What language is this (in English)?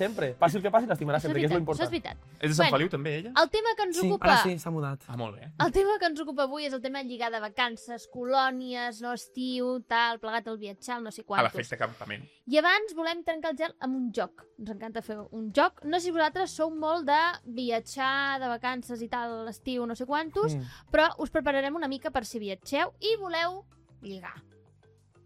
Catalan